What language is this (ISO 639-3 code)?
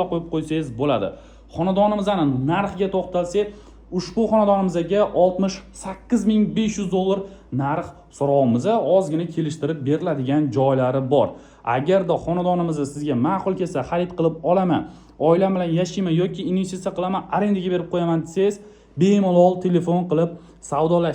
uzb